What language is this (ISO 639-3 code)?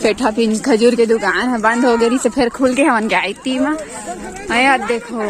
hne